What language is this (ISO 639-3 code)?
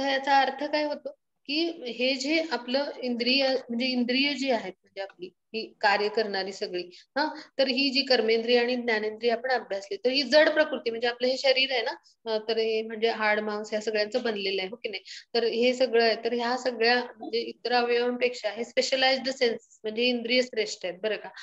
mar